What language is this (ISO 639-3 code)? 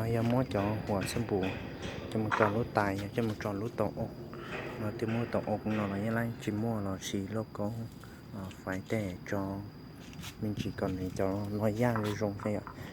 hmn